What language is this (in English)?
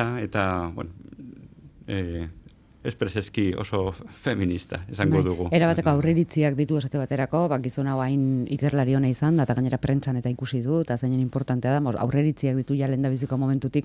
Basque